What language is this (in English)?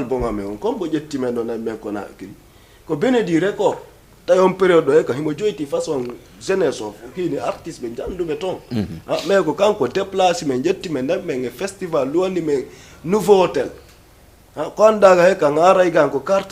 Fula